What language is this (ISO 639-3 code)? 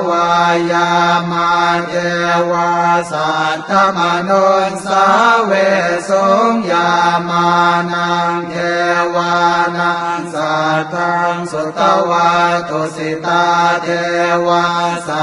pli